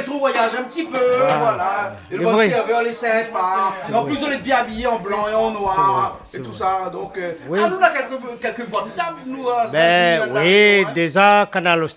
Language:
Réunion Creole French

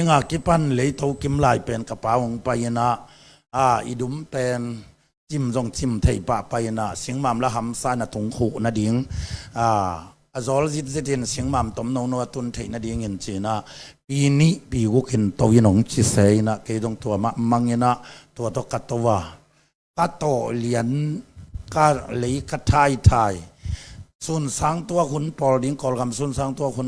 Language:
Tedim Chin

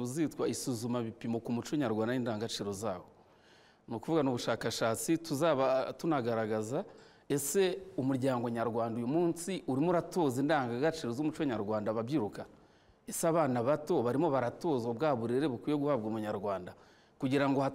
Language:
Kinyarwanda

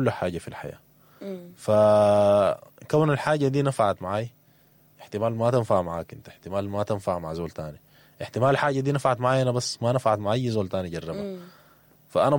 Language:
Sudanese Arabic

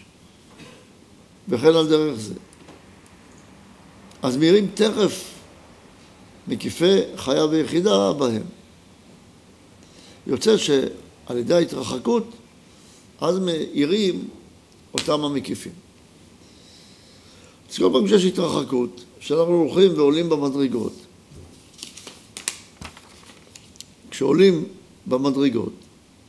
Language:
Hebrew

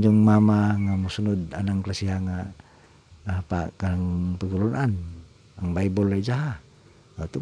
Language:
Cebuano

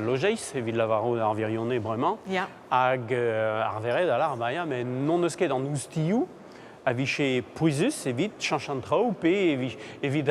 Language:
Breton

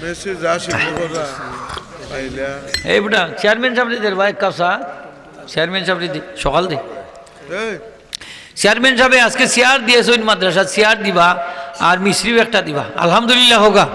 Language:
Sylheti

